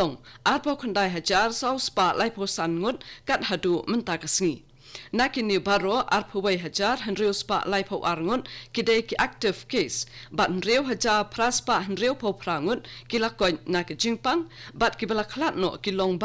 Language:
Khasi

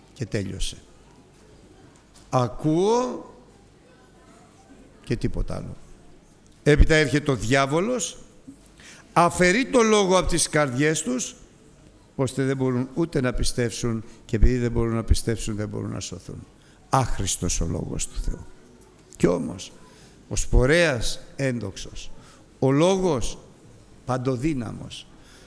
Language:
Greek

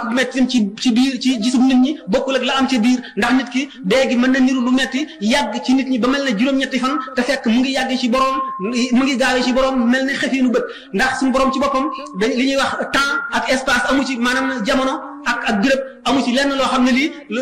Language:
Wolof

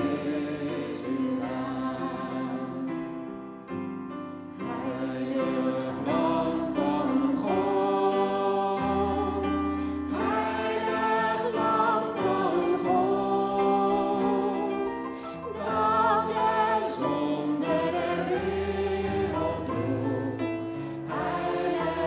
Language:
Dutch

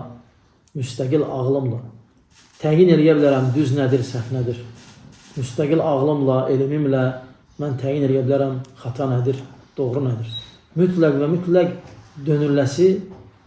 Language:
Azerbaijani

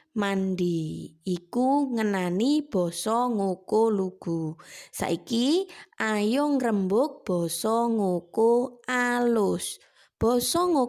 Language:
Javanese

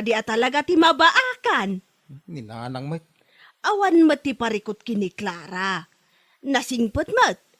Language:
Iloko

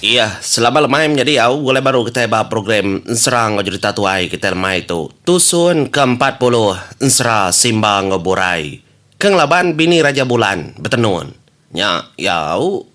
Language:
Iban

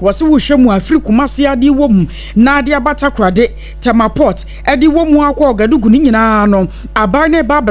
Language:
Akan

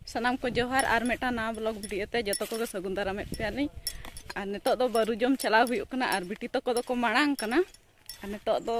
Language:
Santali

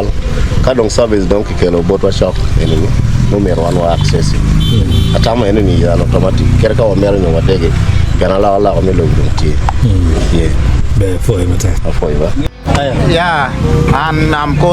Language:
Acoli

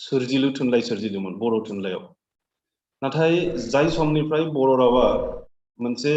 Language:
Bodo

